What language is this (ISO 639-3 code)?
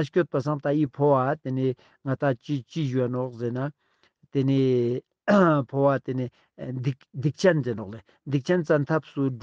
lbj